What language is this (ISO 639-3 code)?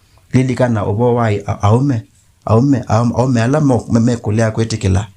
kam